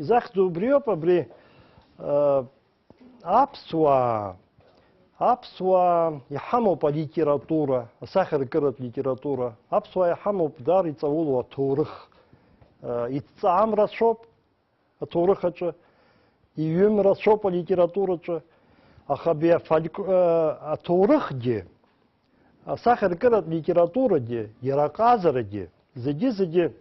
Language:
Abkhazian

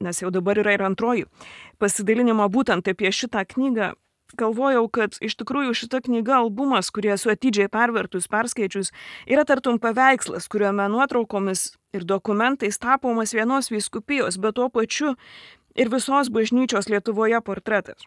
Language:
Lithuanian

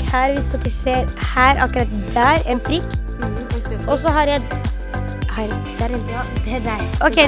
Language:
Norwegian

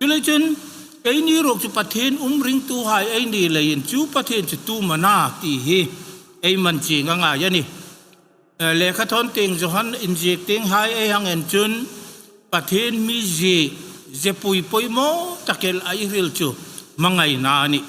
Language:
Hmar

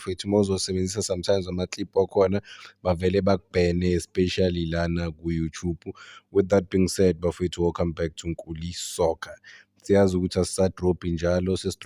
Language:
Zulu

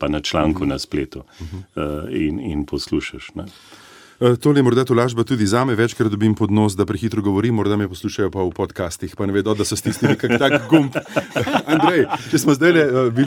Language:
Slovenian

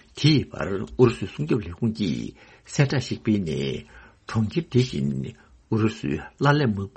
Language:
Tibetan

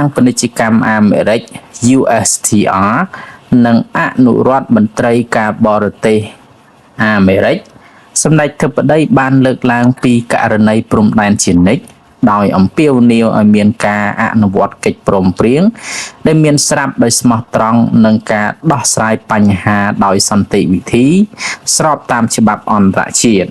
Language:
Khmer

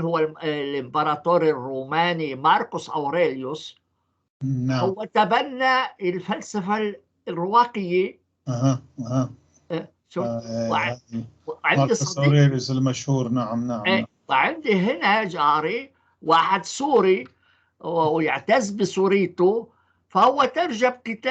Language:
North Levantine Arabic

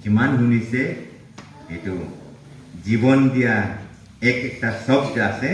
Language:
Naga Pidgin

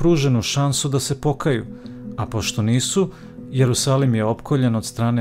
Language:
Serbian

